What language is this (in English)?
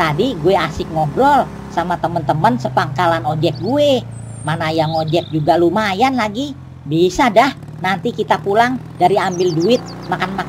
Betawi